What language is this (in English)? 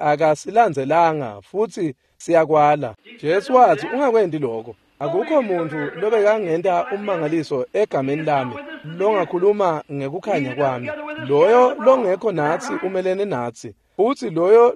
Swati